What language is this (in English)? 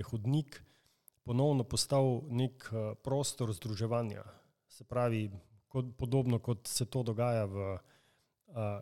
Slovenian